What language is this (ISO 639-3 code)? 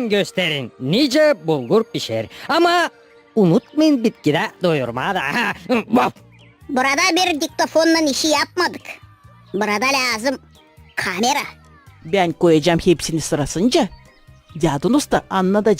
gag